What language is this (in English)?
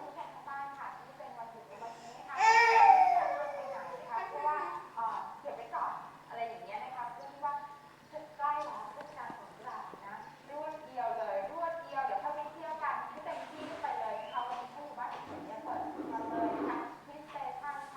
Lao